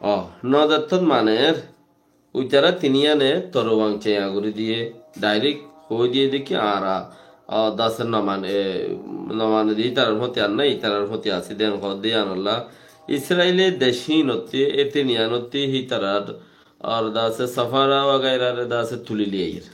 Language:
Rohingya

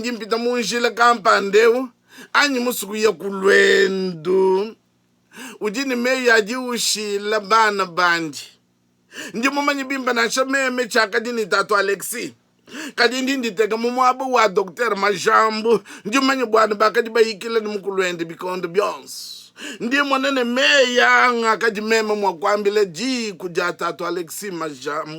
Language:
Luba-Lulua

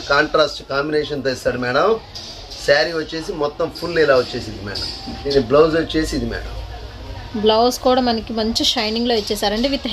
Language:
Telugu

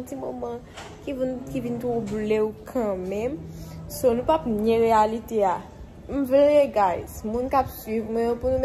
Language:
Haitian Creole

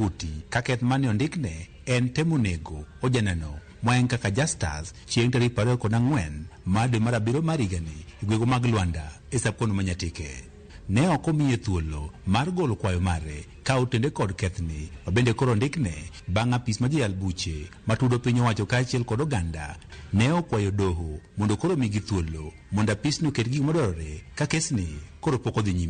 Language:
Luo (Kenya and Tanzania)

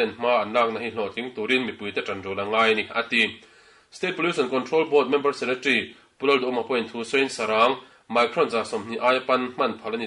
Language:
Mizo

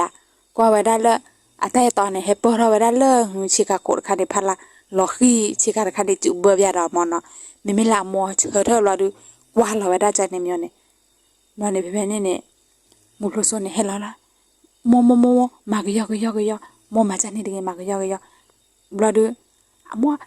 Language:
S'gaw Karen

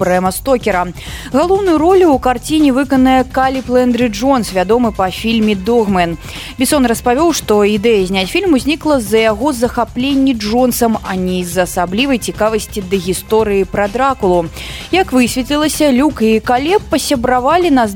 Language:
Belarusian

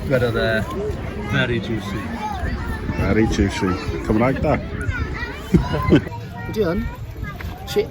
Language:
Welsh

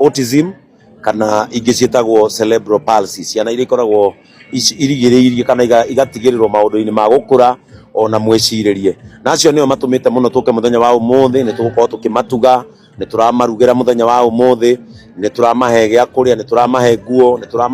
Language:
Kikuyu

